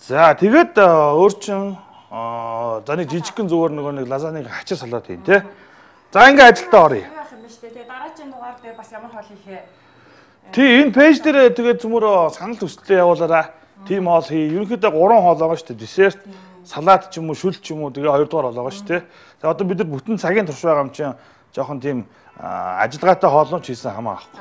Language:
Mongolian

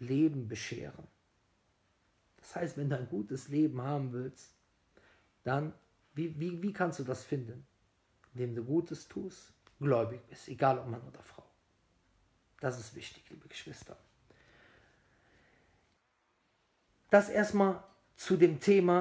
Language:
German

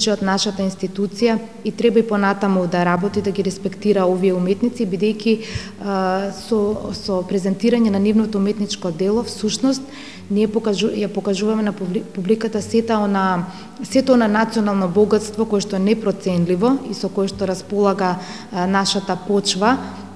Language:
Macedonian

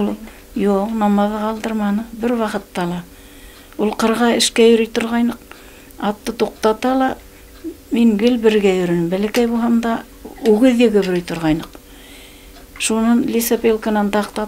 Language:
Bashkir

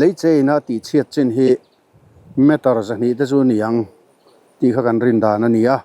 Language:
Mizo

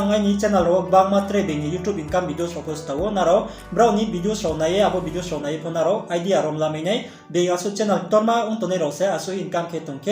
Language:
Riang (India)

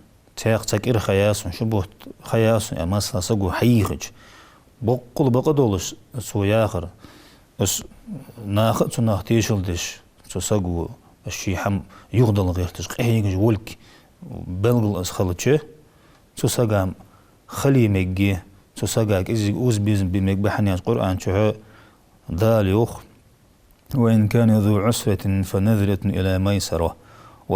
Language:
Ingush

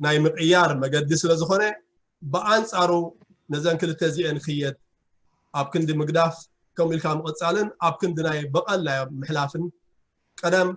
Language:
Tigrinya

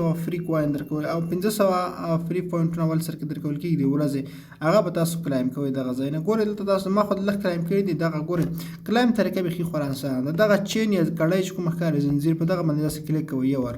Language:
Pashto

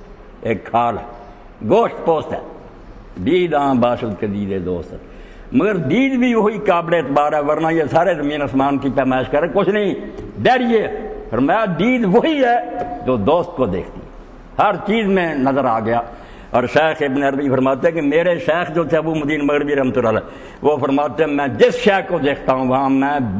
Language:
Urdu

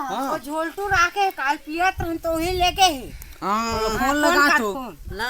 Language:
Chhattisgarhi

